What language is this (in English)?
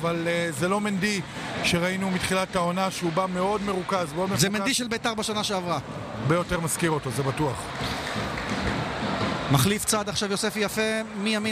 Hebrew